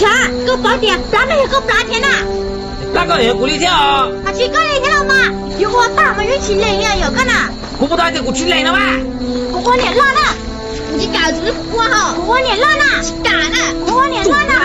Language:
Hmong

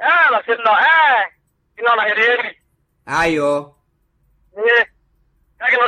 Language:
Makhuwa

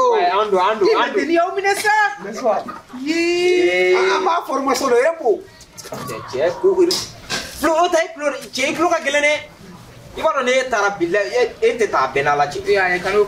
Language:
Bambara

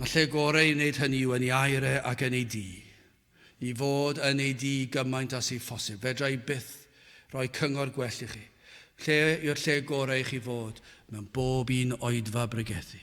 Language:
Welsh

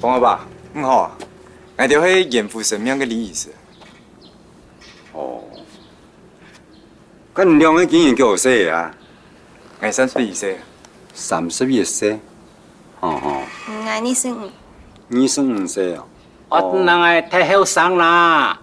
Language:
Hakka Chinese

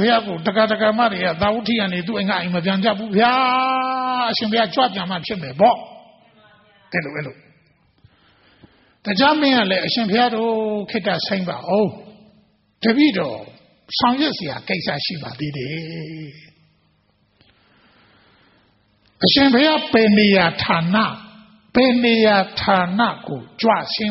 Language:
Burmese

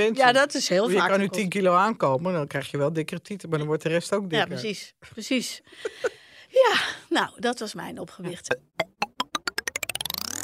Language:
Dutch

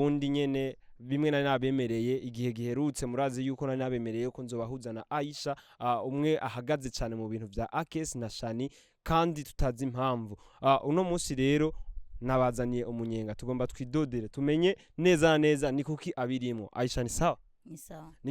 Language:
Rundi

